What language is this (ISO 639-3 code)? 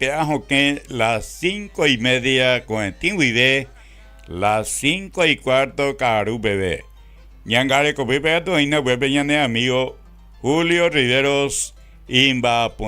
grn